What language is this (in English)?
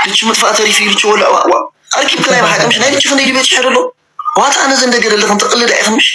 Tigrinya